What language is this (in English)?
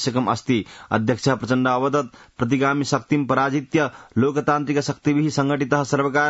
Sanskrit